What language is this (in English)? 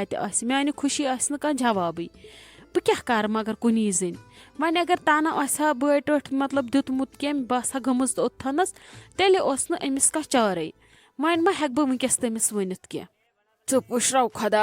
Kashmiri